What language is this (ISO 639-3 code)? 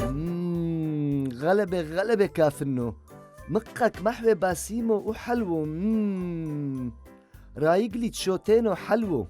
tru